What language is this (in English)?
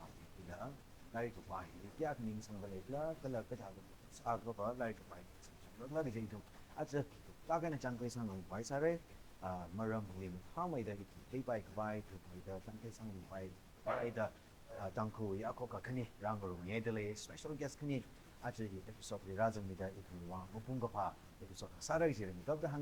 Tangkhul Naga (India)